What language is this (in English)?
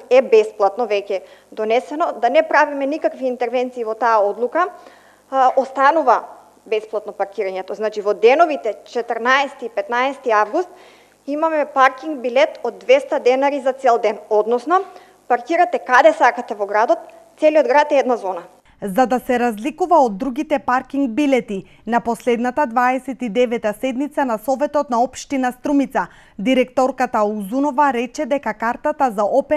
Macedonian